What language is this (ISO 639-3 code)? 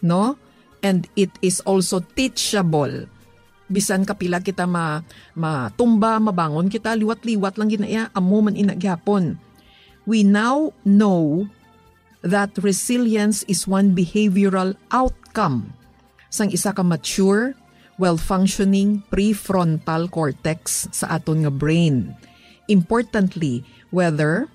hil